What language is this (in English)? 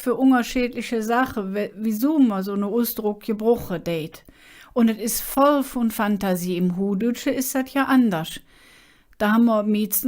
Colognian